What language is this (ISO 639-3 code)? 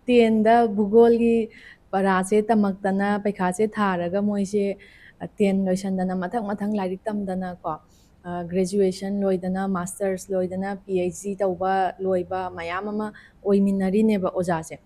mni